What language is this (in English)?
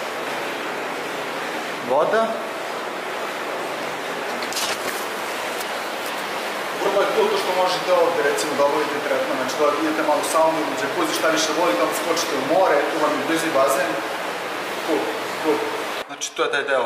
Serbian